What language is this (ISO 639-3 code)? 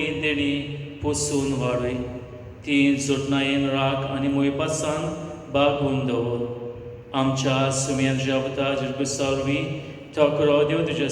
kok